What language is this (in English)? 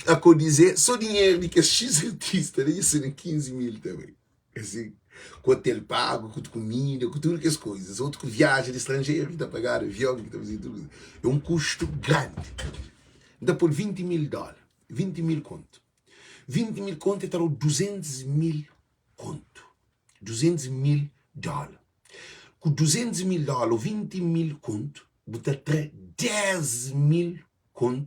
Kabuverdianu